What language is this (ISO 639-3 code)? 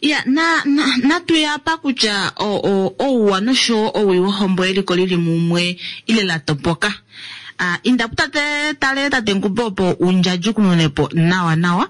kua